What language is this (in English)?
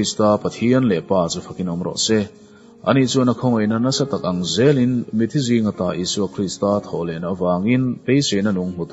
Mizo